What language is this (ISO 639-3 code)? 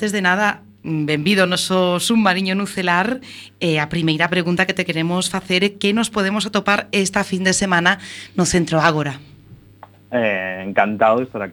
glg